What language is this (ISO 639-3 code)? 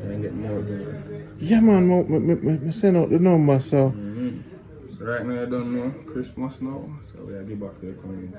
jam